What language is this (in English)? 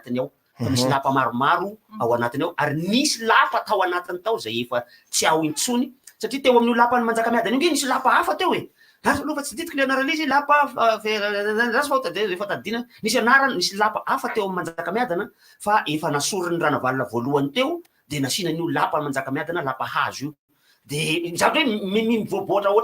Malagasy